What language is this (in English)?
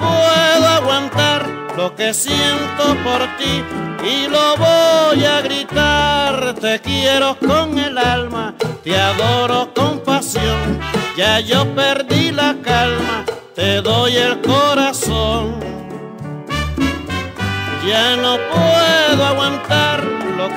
Spanish